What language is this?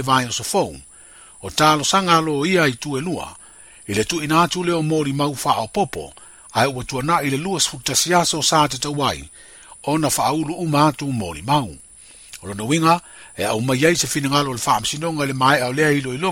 Samoan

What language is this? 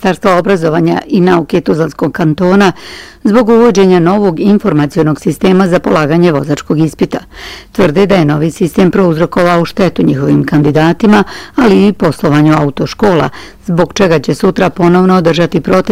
Bosnian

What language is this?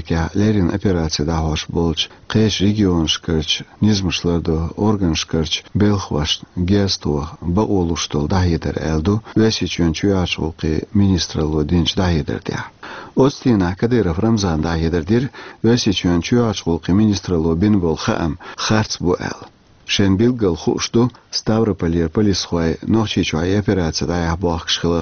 Chechen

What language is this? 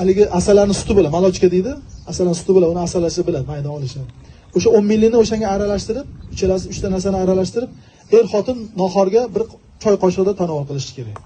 Uzbek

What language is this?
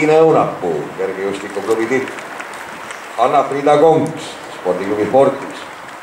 Estonian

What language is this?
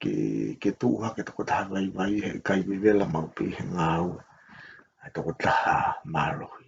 Tongan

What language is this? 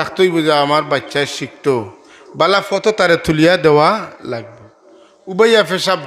Sylheti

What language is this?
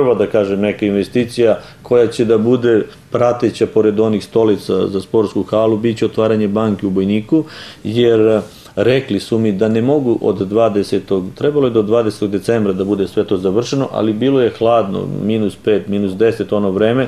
Serbian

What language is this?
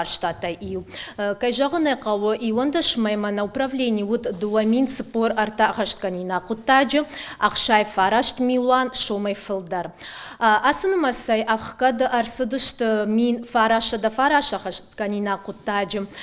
Ossetic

